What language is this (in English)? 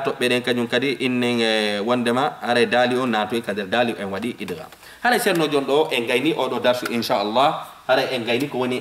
Fula